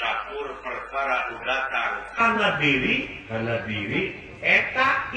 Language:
Sundanese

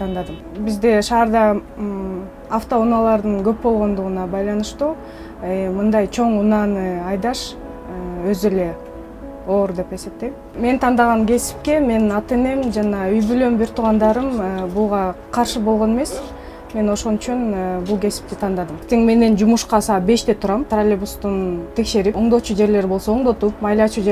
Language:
Kyrgyz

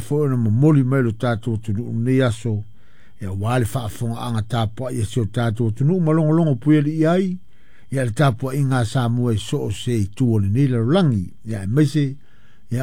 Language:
Samoan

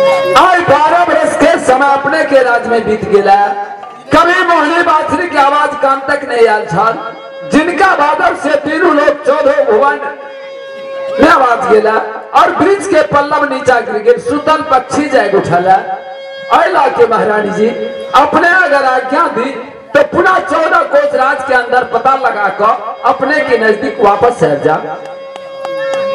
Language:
Maithili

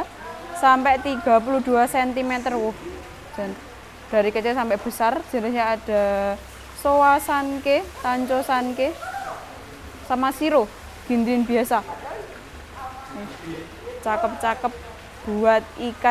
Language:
Indonesian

